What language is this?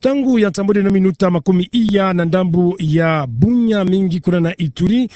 Kituba (Democratic Republic of Congo)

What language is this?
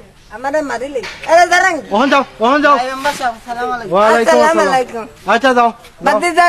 Sylheti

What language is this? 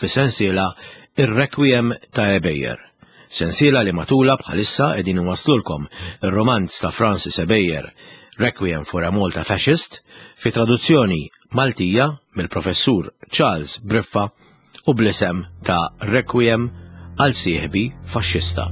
Maltese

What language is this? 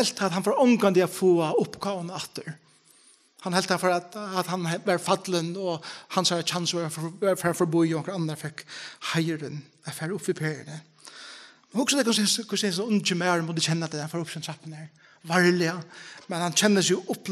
Faroese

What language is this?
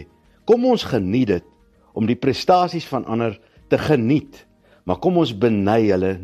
Afrikaans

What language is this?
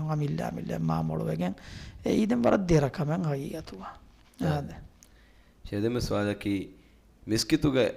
Divehi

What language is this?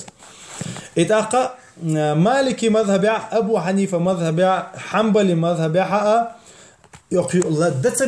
Chechen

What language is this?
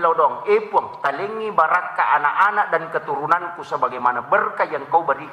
Buginese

